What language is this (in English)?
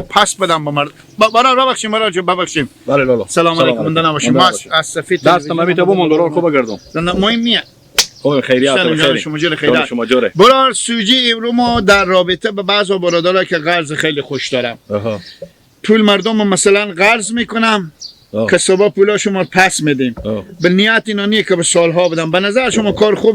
Hazaragi